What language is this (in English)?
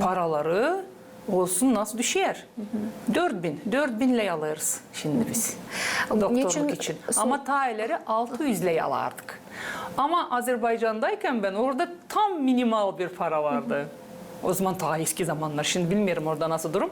Gagauz